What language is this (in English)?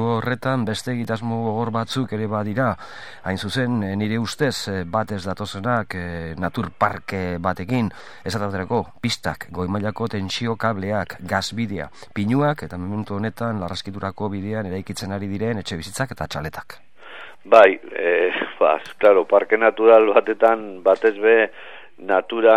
Basque